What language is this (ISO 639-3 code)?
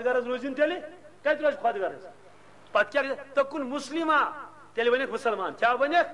kas